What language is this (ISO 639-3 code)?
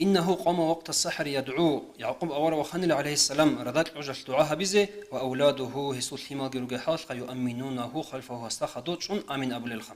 ava